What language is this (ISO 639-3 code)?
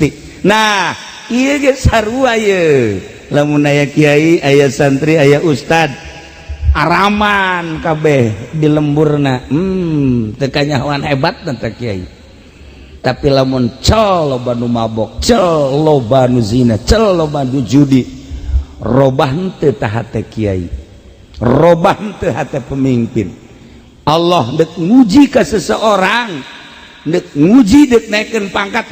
sun